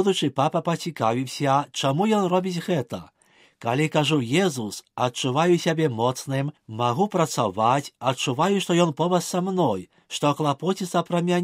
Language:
Belarusian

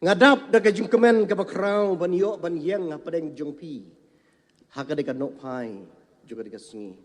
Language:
Khasi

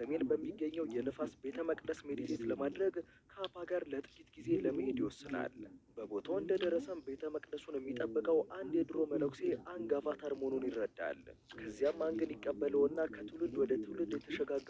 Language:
Amharic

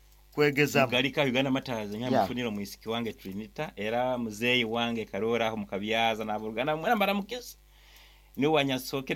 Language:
Nyankole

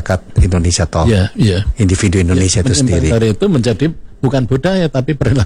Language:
Indonesian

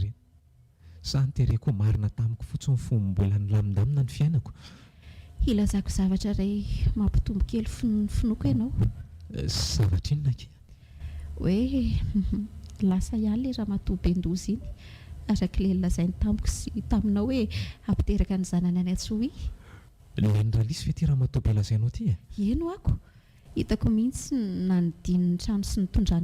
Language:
Malagasy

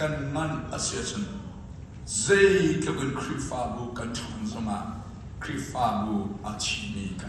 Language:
Hakha Chin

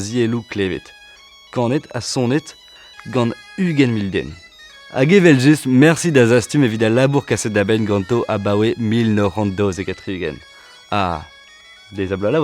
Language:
Breton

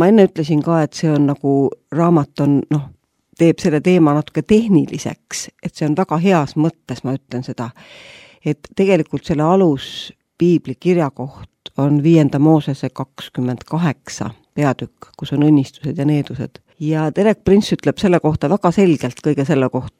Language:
Estonian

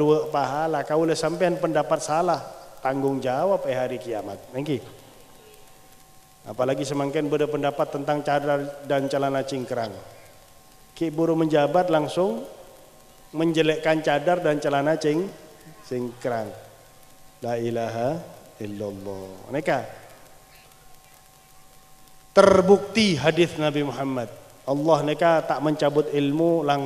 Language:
Indonesian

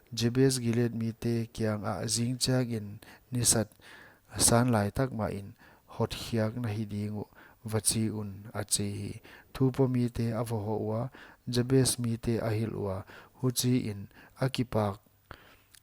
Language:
Paite Chin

